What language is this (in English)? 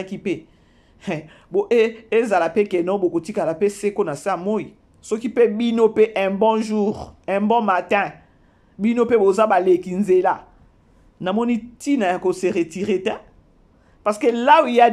Lingala